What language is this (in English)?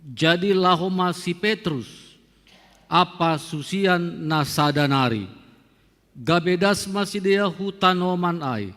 Batak Simalungun